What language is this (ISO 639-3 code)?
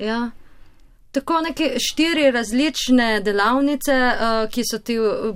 slv